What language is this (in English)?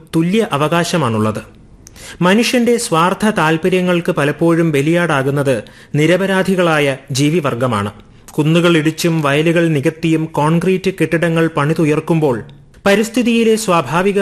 Malayalam